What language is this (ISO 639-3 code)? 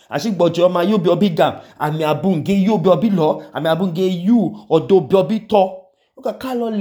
idu